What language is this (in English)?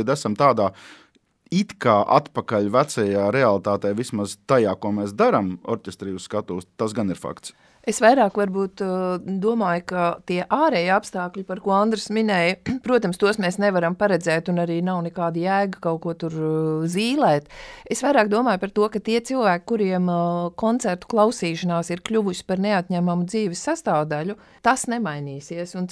Latvian